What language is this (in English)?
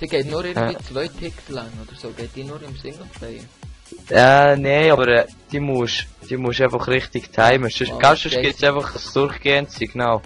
Swiss German